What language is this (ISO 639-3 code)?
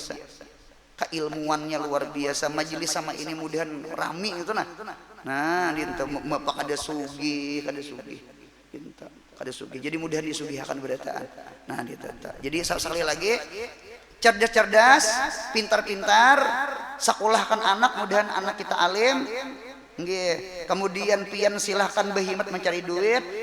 bjn